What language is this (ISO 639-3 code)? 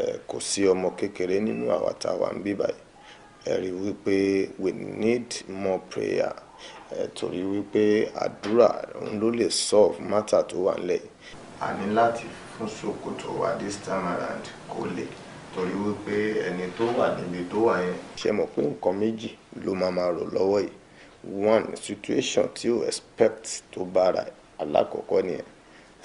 yor